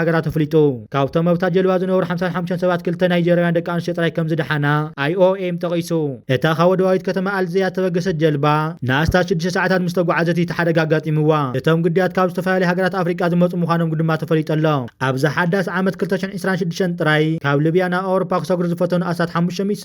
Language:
Tigrinya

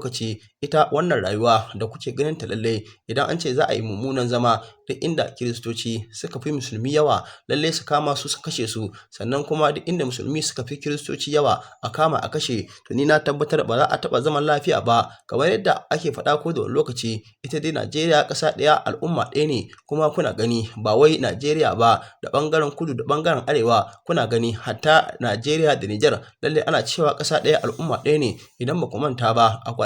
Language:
Hausa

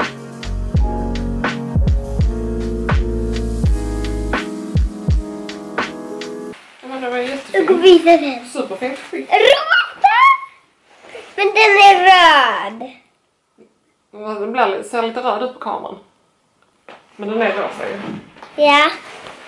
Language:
Swedish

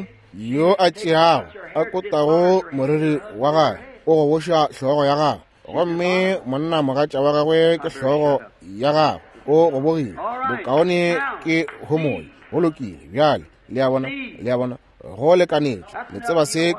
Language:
Northern Sotho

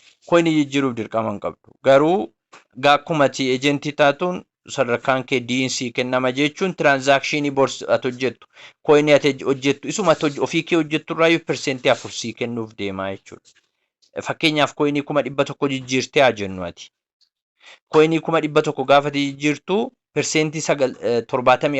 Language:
Oromo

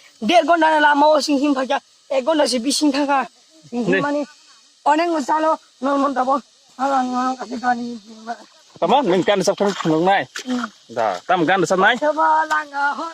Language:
Kok Borok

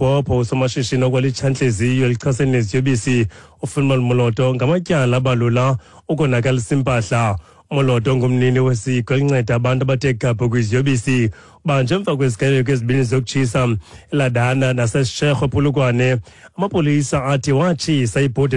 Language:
Xhosa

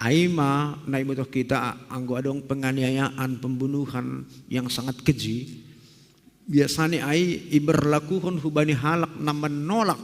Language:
Batak Simalungun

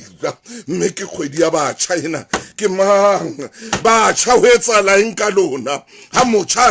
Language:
Southern Sotho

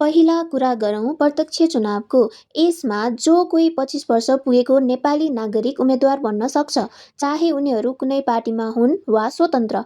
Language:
Nepali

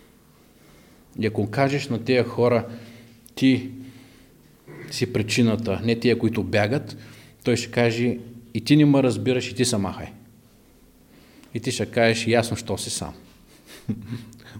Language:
Bulgarian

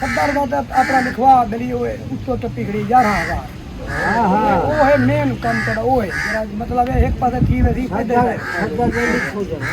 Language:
Saraiki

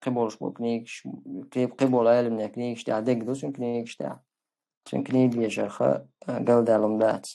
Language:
Chechen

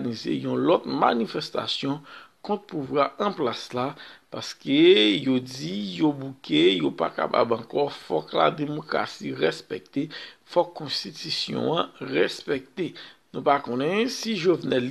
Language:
Haitian Creole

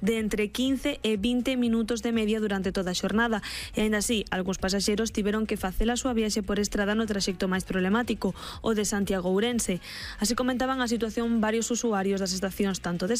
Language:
Galician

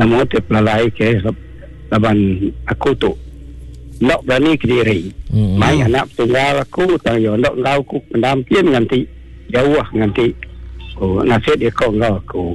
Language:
Iban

